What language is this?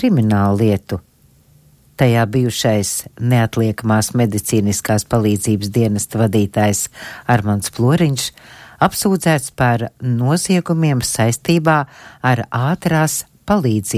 Latvian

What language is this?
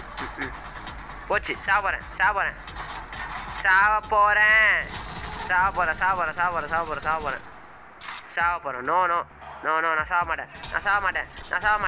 Tamil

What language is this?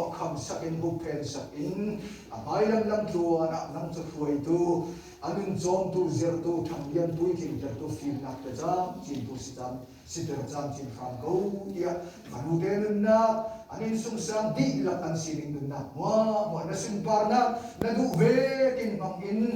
Hakha Chin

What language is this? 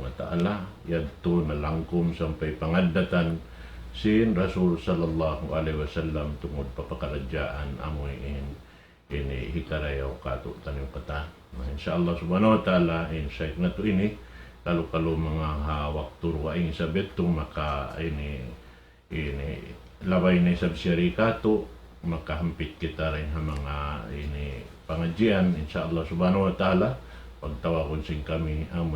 Tausug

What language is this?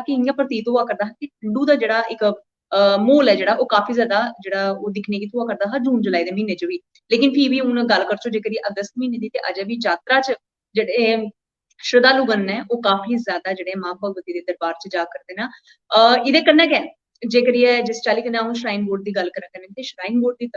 Dogri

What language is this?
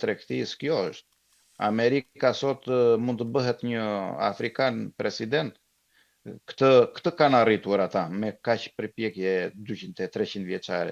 Albanian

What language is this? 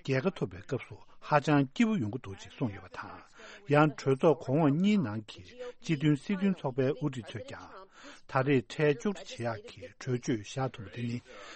Tibetan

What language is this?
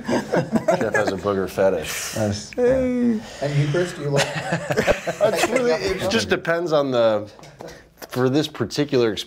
English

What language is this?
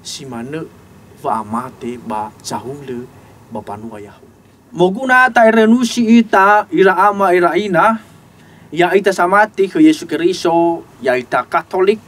Nias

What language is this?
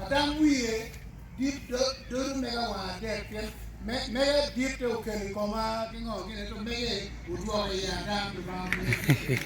Acoli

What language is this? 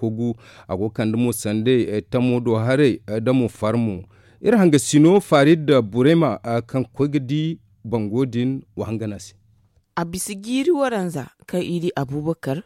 Zarma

